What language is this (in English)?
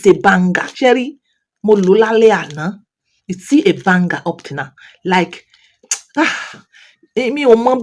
Yoruba